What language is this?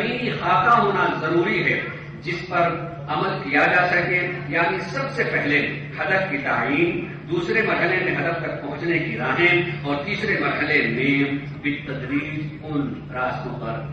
Urdu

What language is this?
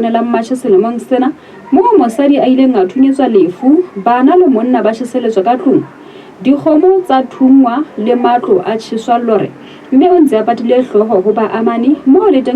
Southern Sotho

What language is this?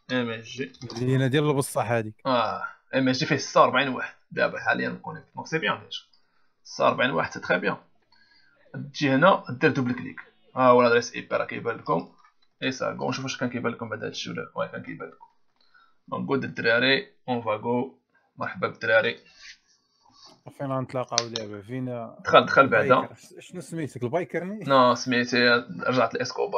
Moroccan Arabic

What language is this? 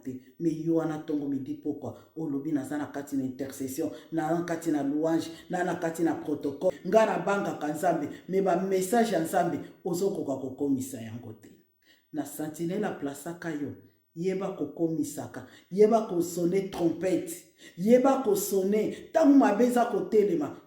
Lingala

